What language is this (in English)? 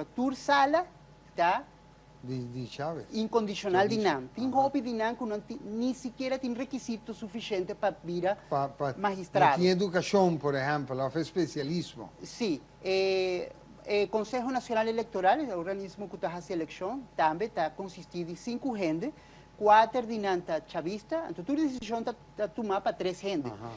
Papiamento